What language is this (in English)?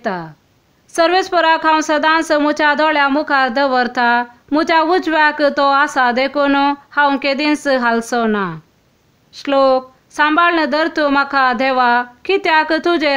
Konkani